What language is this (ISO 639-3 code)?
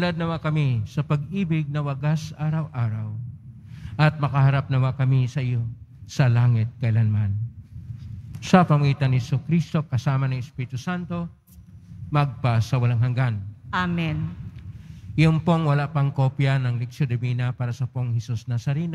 fil